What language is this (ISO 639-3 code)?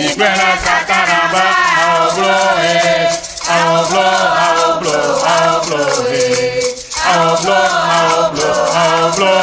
ewe